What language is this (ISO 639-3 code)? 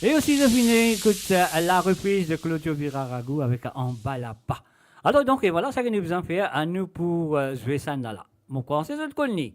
mfe